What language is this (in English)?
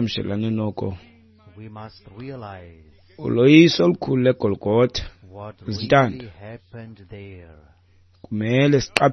Xhosa